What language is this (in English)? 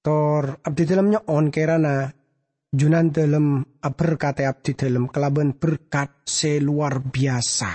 Madurese